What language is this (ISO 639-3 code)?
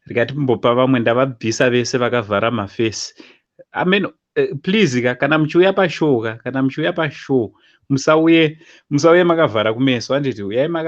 sna